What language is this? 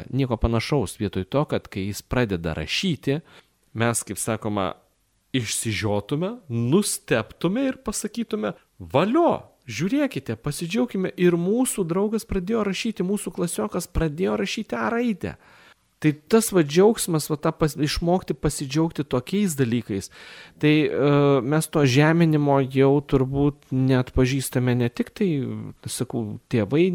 Lithuanian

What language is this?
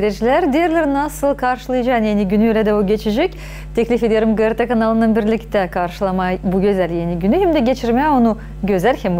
Gagauz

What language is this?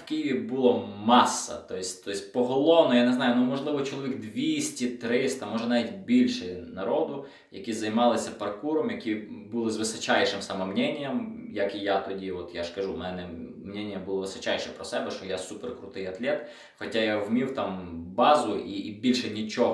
Ukrainian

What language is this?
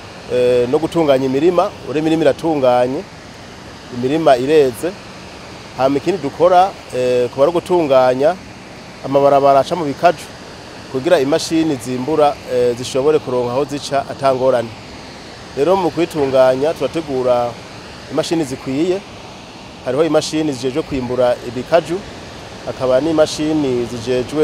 Rundi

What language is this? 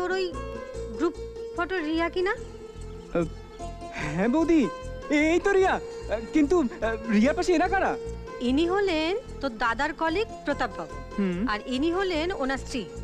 Bangla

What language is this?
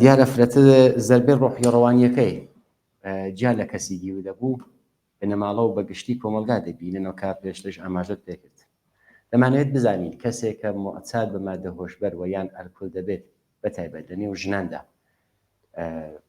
Central Kurdish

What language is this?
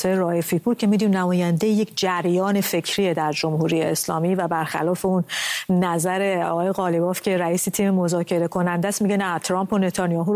Persian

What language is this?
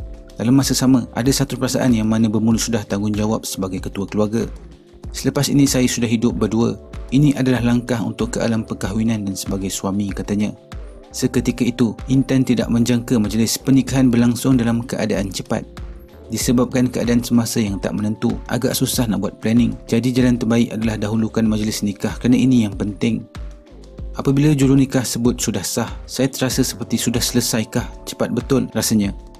Malay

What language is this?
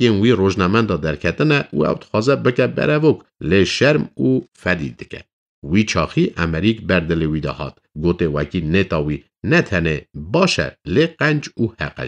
Kurdish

